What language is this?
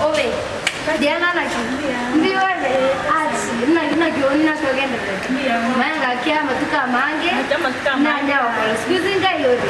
Gusii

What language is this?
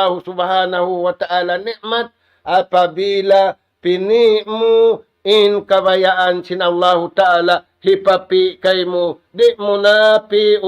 Tausug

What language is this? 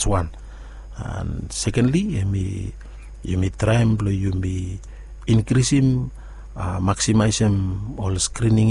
Bislama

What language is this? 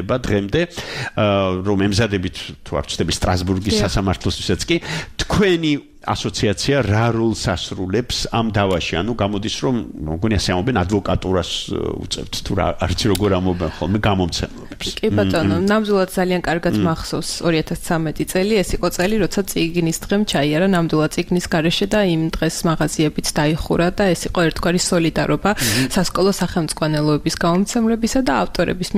Georgian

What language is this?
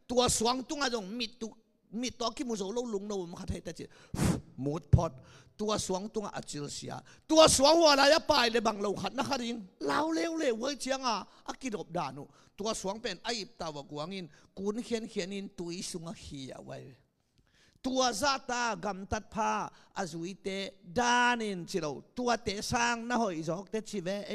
Tedim Chin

